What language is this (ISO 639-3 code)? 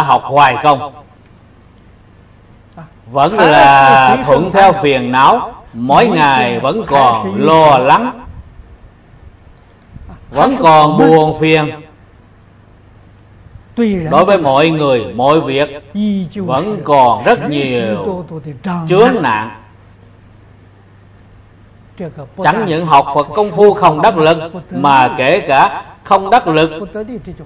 vie